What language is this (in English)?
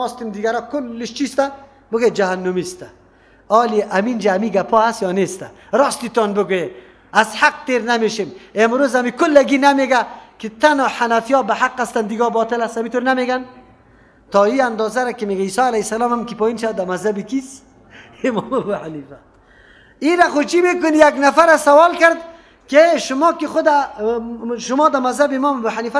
Persian